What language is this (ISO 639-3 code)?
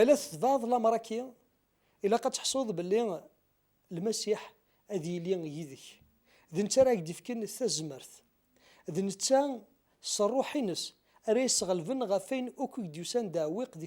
kab